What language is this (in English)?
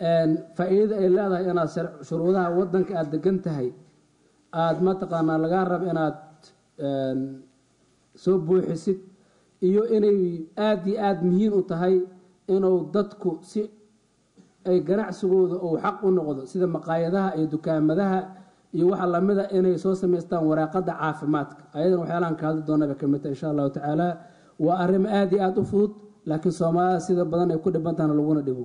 Somali